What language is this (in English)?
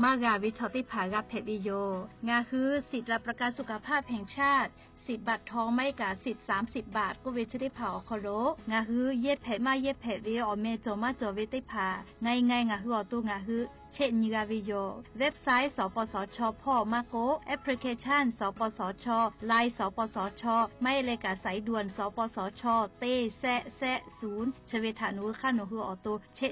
Lahu